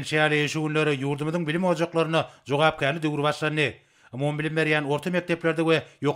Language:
Turkmen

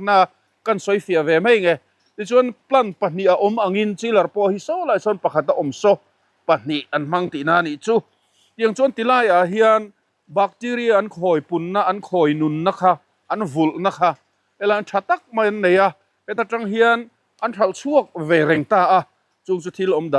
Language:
Mizo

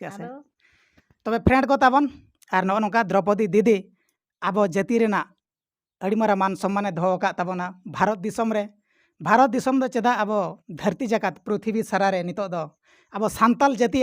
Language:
Santali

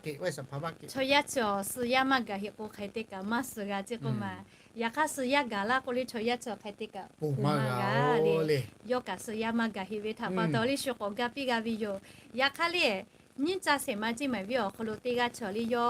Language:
Lahu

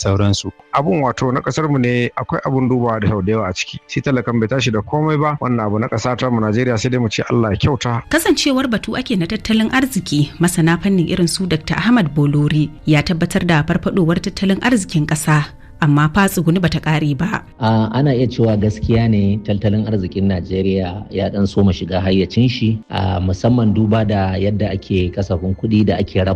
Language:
Hausa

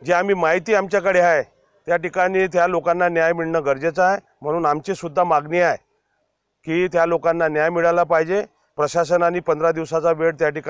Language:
Marathi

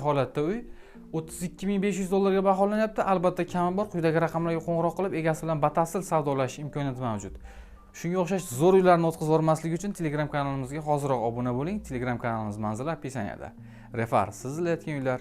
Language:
Uzbek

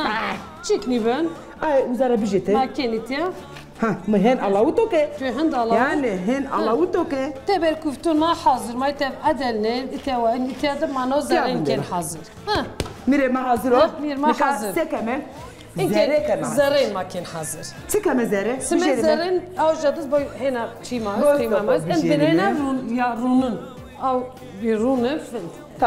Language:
Zaza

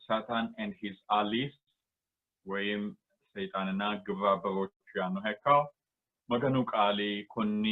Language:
Sidamo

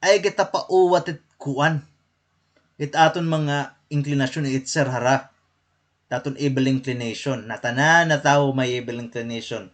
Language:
Waray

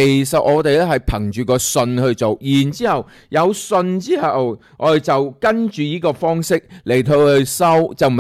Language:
Cantonese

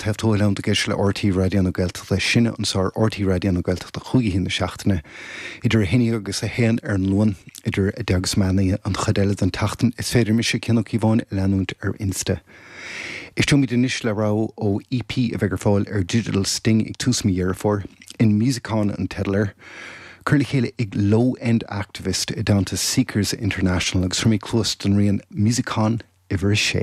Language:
Irish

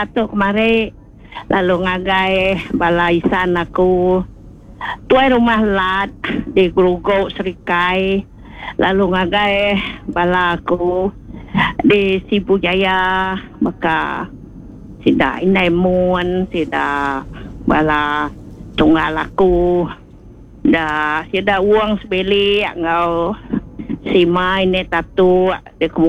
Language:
Iban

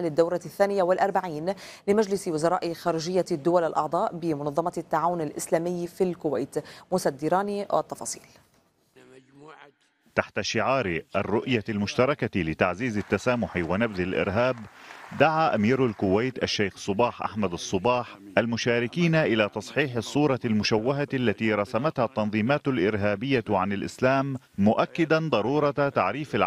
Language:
Arabic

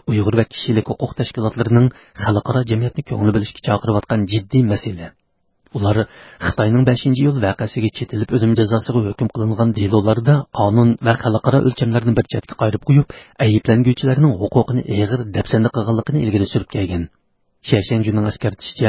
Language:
Uyghur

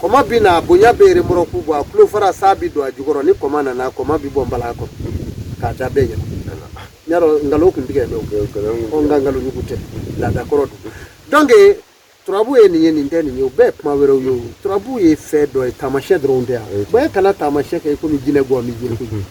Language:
Bambara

